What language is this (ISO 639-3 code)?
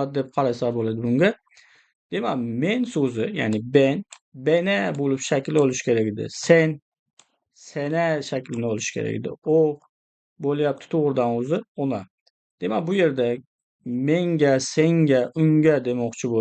uzb